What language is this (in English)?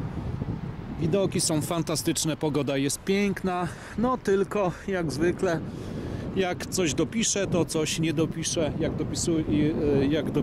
Polish